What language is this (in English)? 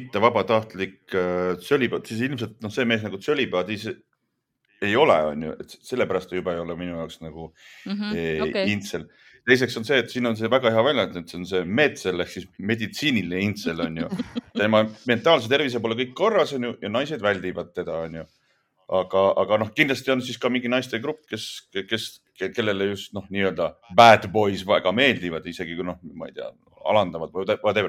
Estonian